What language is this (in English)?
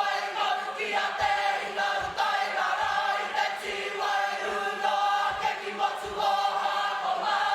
Māori